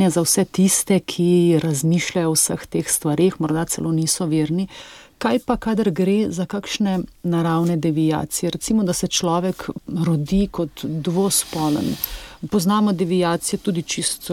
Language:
Slovenian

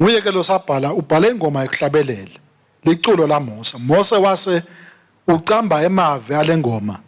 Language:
Swati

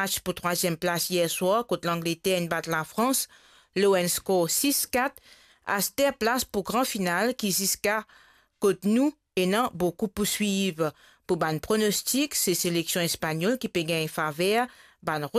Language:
Morisyen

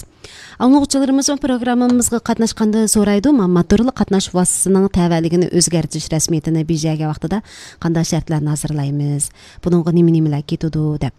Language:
Uyghur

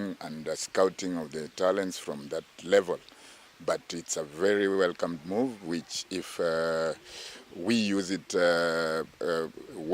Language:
Kamba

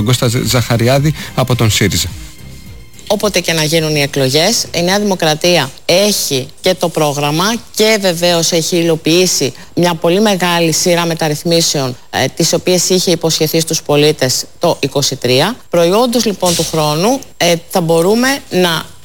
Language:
Greek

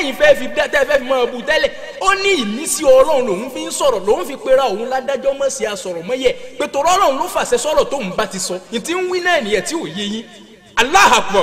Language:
Yoruba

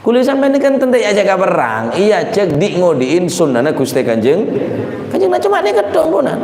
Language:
Madurese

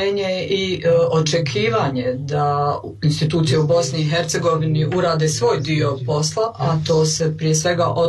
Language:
Bosnian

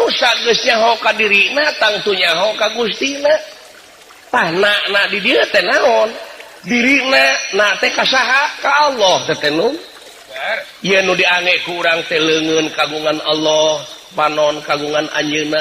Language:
Sundanese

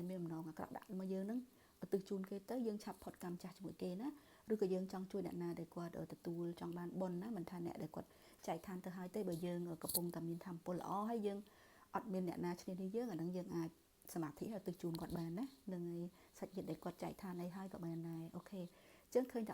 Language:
Khmer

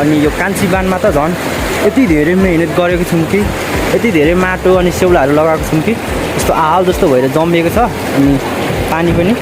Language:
Nepali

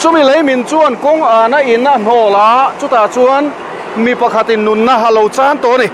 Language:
Mizo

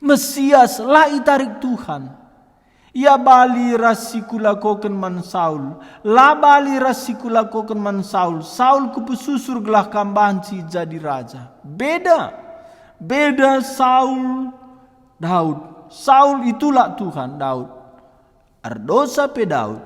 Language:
Batak Karo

